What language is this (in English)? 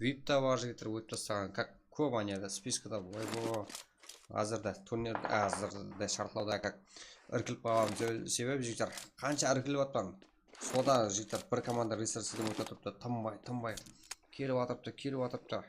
Kara-Kalpak